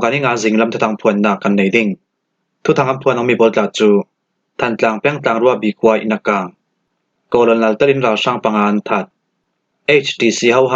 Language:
Falam Chin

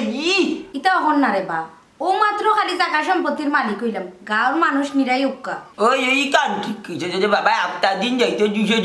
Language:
Sylheti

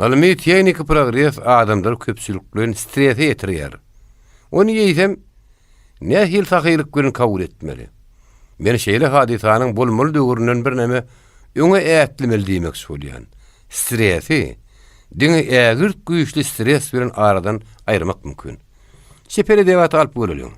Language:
Turkmen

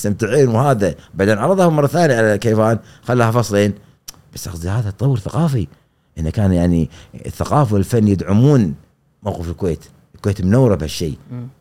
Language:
Gulf Arabic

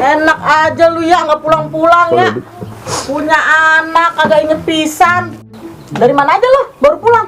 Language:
Betawi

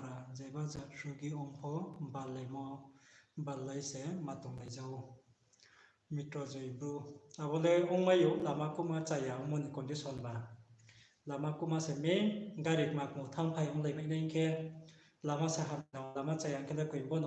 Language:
Riang (India)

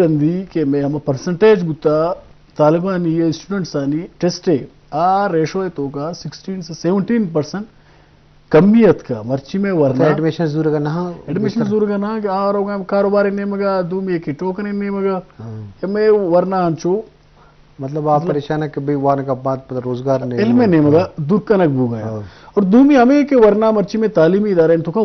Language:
Eastern Balochi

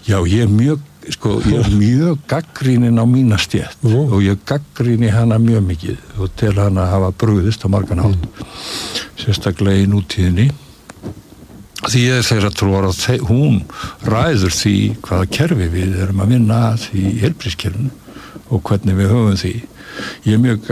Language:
Icelandic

